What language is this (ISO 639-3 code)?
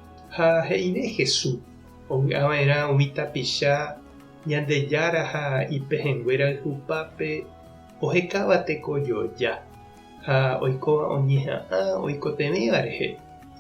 grn